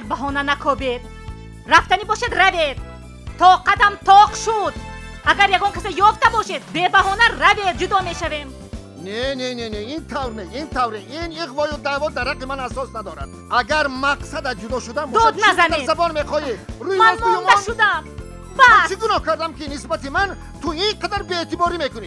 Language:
Tajik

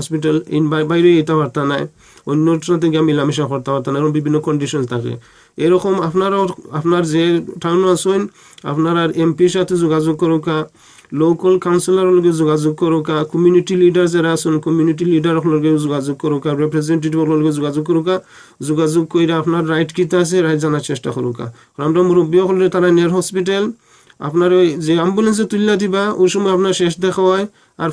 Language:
Sylheti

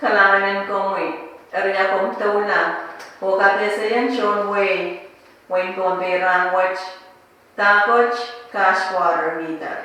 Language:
Pohnpeian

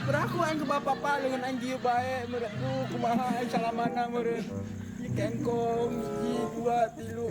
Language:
Sundanese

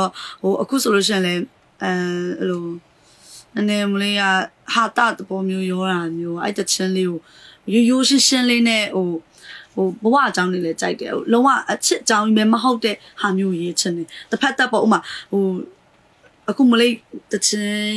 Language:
Burmese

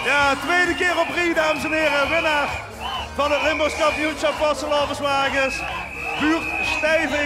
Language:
Limburgish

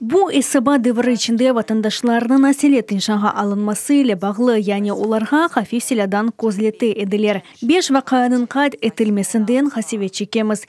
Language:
Crimean Tatar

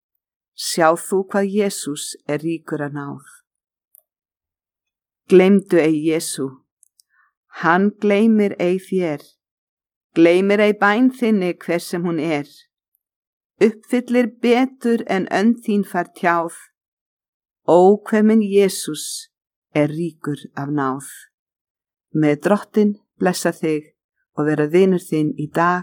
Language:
Icelandic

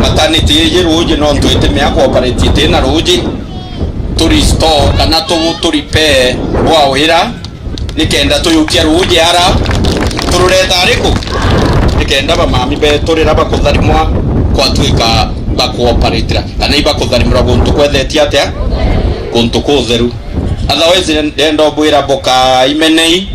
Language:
Meru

